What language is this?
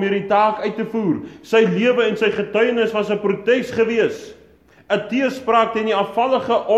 Afrikaans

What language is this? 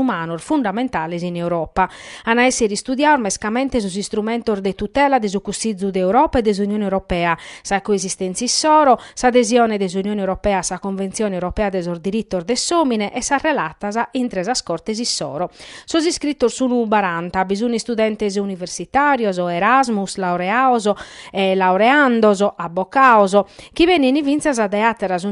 Sardinian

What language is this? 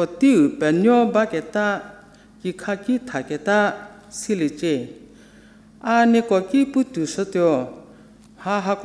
Angami Naga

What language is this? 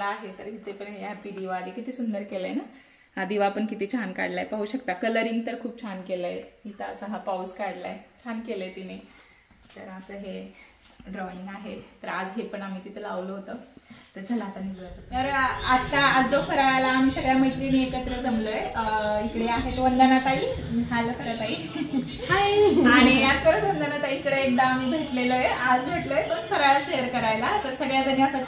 Marathi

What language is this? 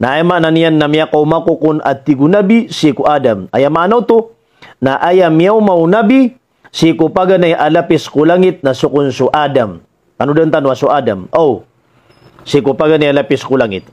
Maranao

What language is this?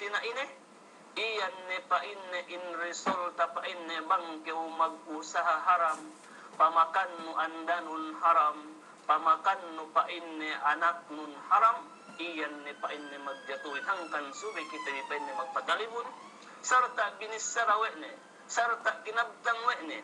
Yakan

